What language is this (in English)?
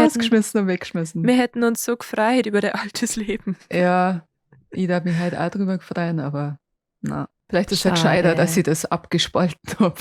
Bavarian